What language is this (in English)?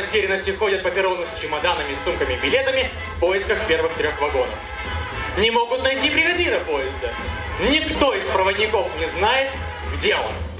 Russian